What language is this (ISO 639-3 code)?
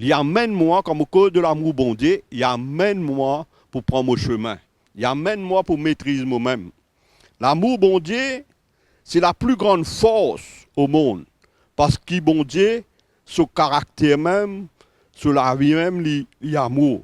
mfe